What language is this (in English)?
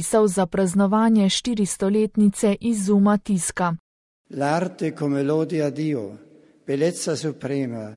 Slovenian